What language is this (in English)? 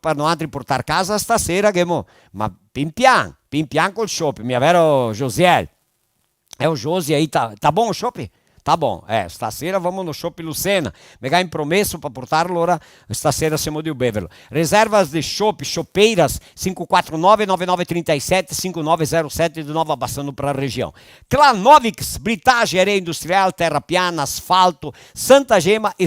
Venetian